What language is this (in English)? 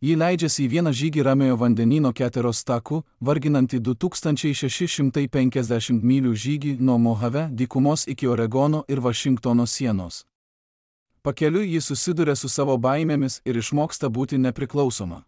Lithuanian